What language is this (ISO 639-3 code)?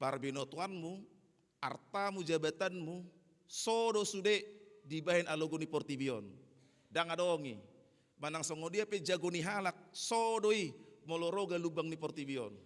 bbc